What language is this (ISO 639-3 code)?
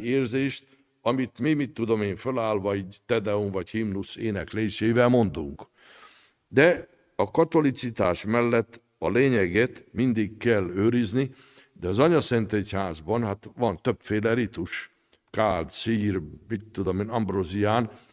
hun